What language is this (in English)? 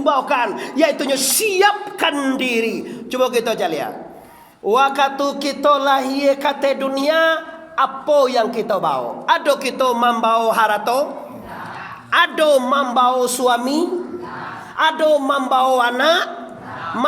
Minangkabau